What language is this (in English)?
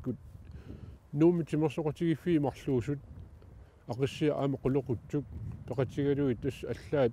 Kalaallisut